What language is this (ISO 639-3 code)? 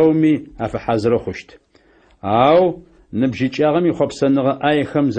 ady